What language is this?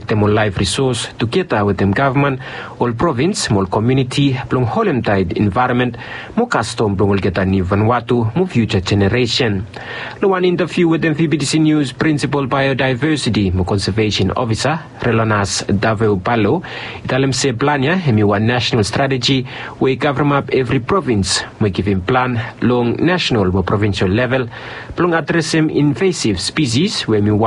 Bislama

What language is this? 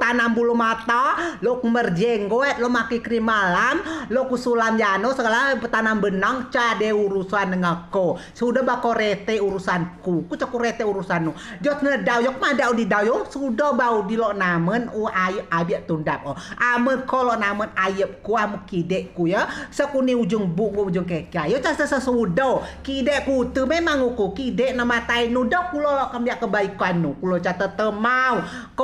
Rejang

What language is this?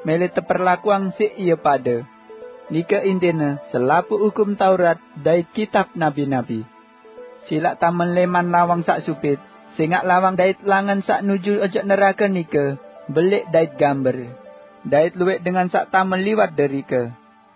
Sasak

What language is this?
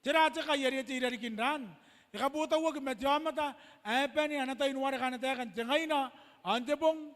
Gilbertese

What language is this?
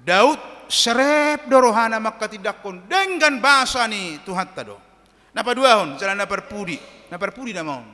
Batak Toba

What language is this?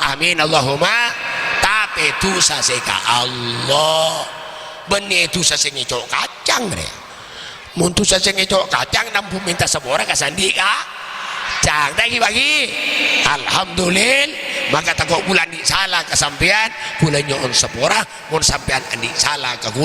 Madurese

